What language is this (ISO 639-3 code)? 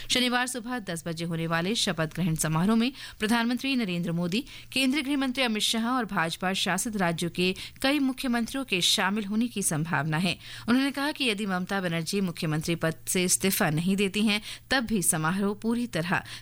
hin